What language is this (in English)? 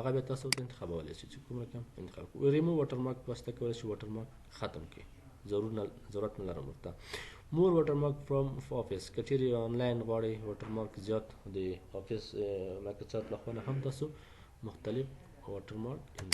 Pashto